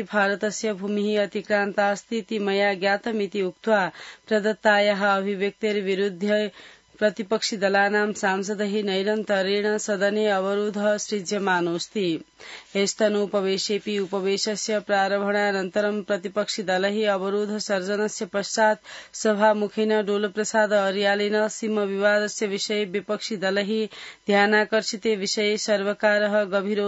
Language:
Sanskrit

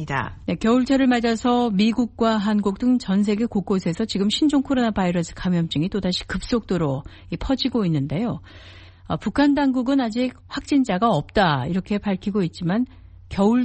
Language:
Korean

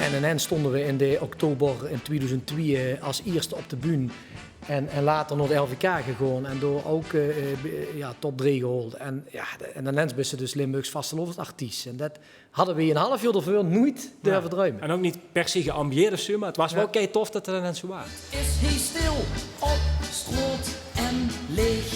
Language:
Limburgish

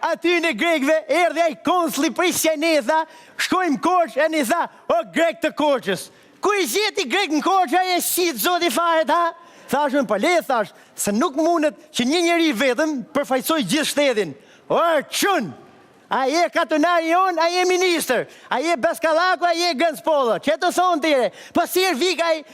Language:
Albanian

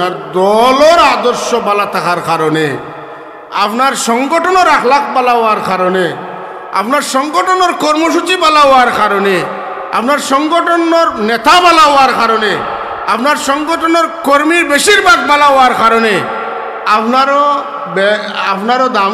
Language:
Sylheti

